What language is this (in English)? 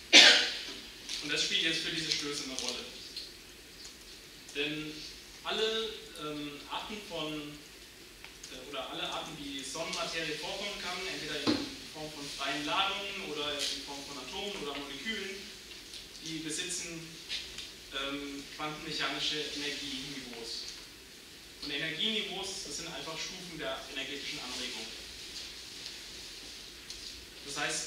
German